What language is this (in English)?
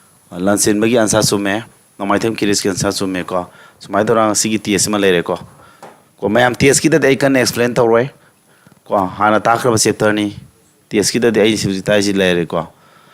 Manipuri